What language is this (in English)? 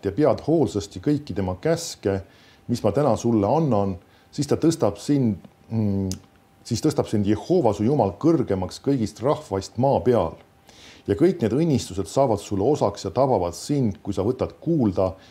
Estonian